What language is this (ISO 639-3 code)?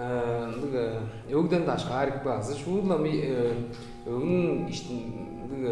tyv